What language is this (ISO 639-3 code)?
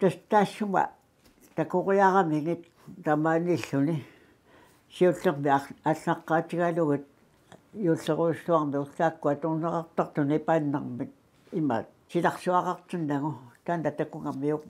kal